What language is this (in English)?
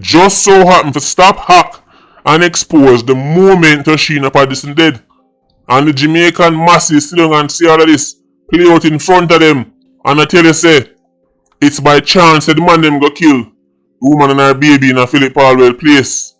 Jamaican Creole English